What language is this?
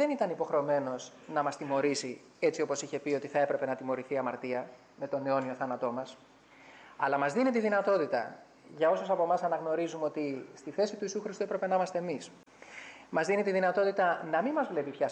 Greek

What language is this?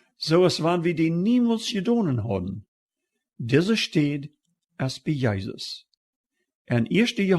Plautdietsch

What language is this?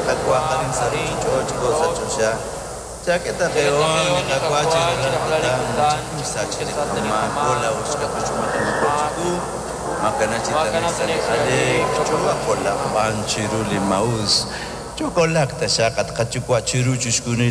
Kekchí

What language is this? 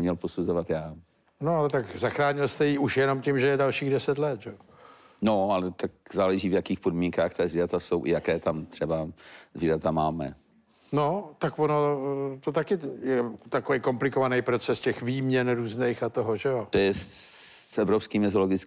Czech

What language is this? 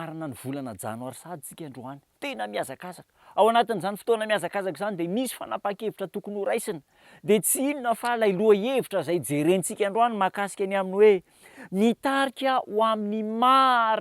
Malagasy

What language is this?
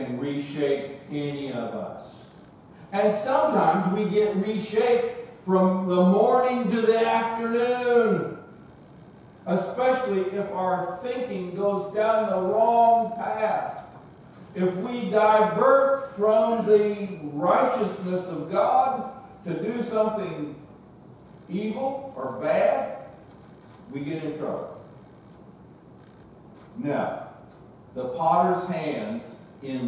English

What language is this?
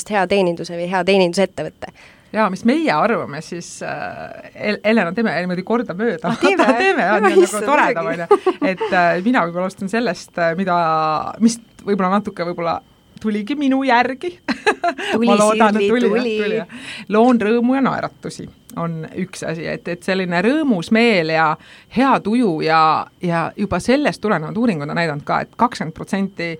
Estonian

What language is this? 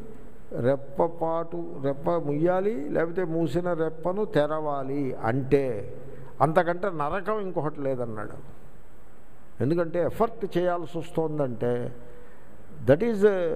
Telugu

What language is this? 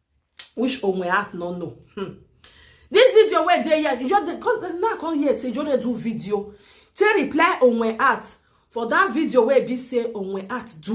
Nigerian Pidgin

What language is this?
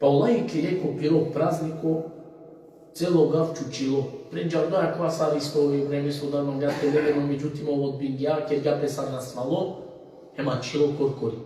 Balkan Romani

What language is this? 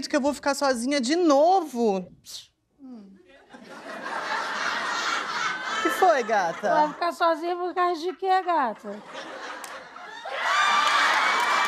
Portuguese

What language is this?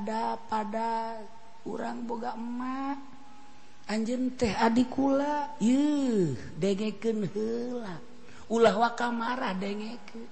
Sundanese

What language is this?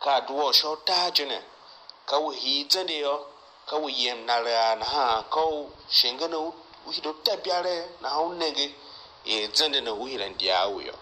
Tiv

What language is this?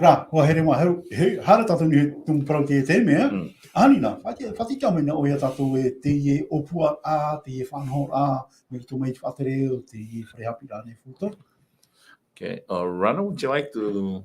Tahitian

